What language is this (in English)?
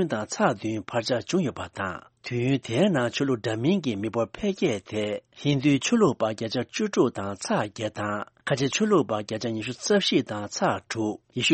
Tibetan